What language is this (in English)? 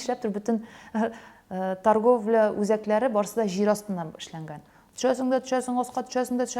Tatar